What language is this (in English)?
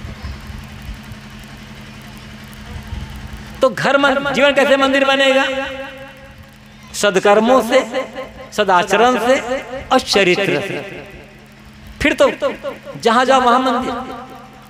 Hindi